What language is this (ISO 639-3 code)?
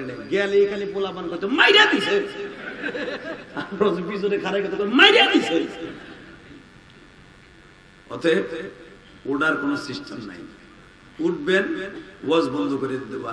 ben